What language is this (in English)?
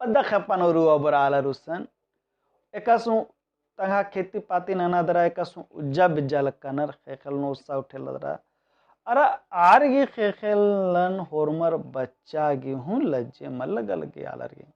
Kurukh